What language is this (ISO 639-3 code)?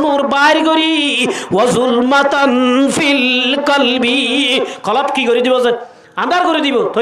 rhg